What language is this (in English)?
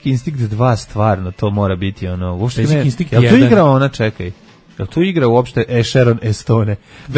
Serbian